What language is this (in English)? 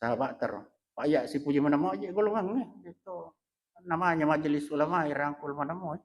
Buginese